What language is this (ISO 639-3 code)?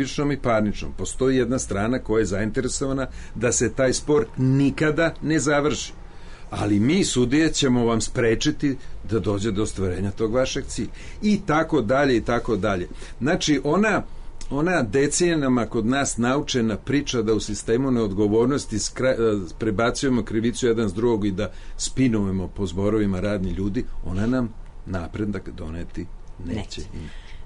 srp